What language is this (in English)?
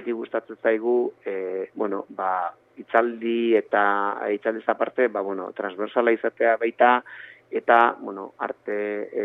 Basque